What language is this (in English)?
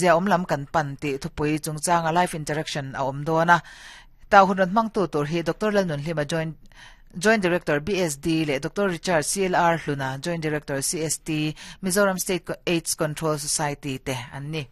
Mizo